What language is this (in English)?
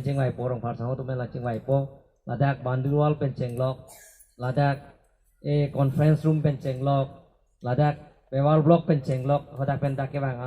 Karbi